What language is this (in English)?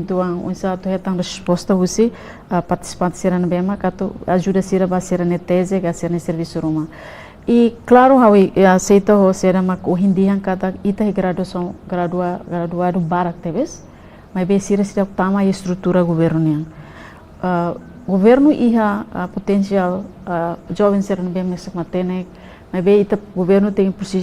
Tetum